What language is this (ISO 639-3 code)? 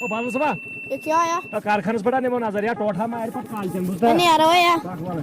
kas